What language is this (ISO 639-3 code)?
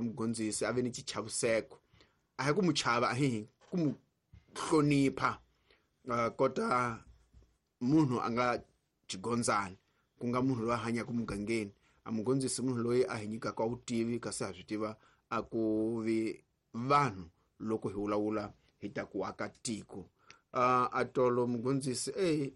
tso